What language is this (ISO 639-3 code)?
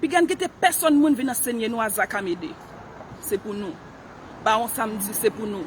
hat